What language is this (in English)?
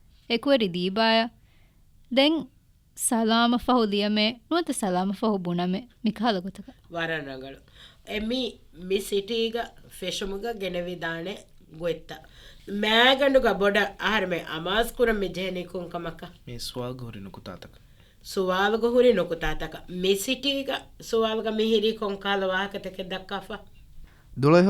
Divehi